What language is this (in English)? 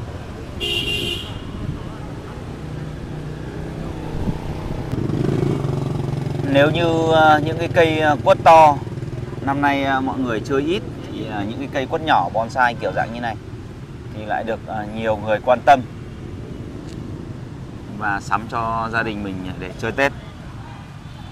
Vietnamese